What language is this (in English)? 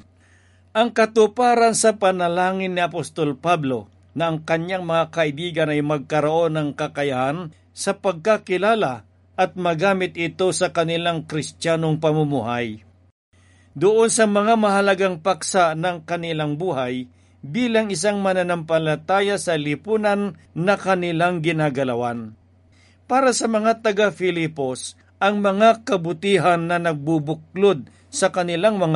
Filipino